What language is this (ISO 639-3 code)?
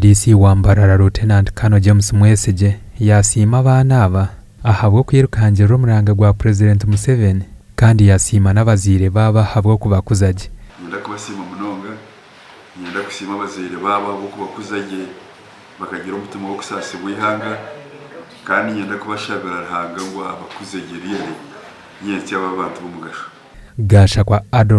nyn